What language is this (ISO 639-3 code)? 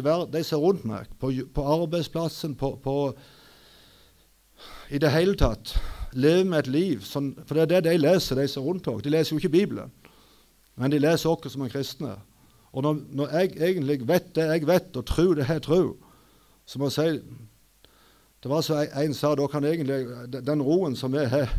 nor